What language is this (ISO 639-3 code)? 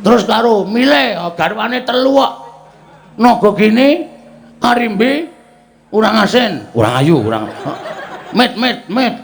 jav